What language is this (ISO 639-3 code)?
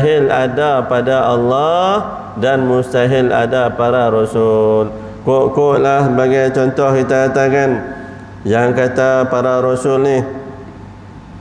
msa